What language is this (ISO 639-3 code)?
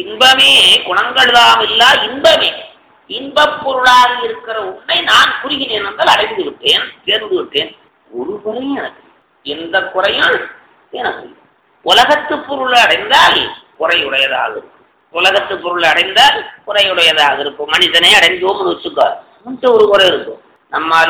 tam